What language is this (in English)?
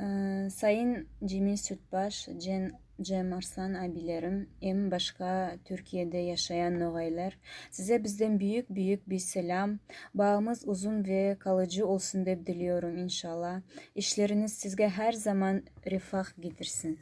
Nogai